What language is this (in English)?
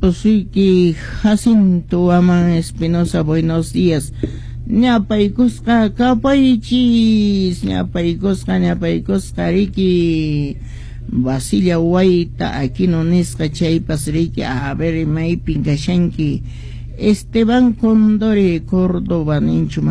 Quechua